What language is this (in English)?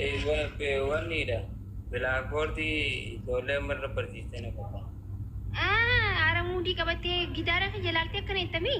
Oromo